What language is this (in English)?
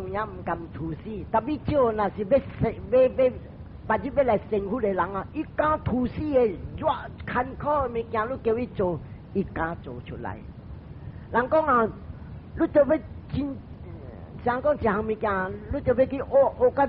Min Nan Chinese